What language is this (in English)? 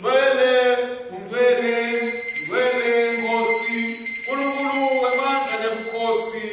Swati